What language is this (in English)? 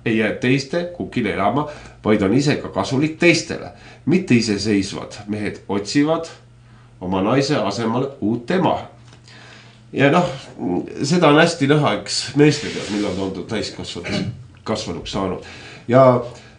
Estonian